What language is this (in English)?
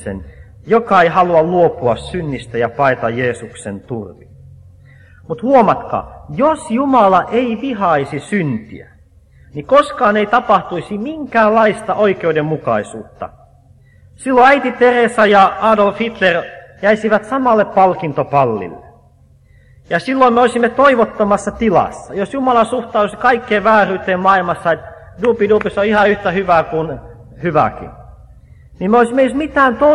Finnish